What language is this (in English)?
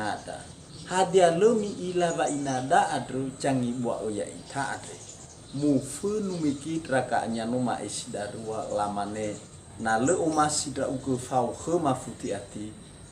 Nias